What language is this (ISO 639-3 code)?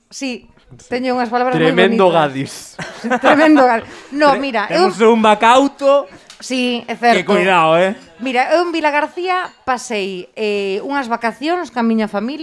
glg